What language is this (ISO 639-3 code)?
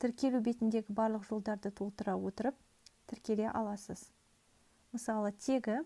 kaz